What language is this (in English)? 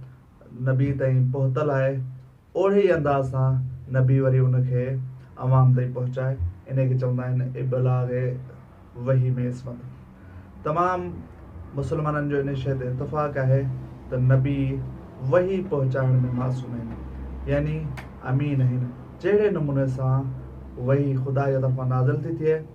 Sindhi